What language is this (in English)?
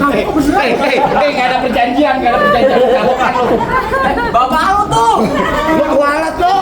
Betawi